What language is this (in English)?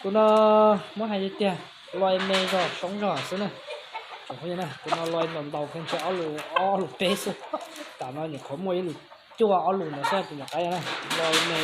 Hmong